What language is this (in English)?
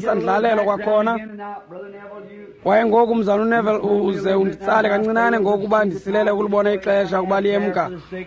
Xhosa